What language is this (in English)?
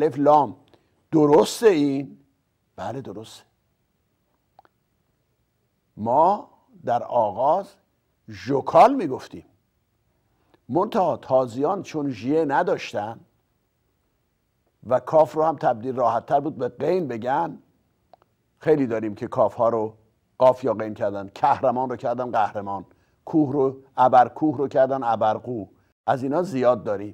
Persian